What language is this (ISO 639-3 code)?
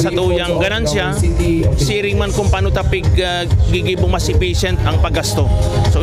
bik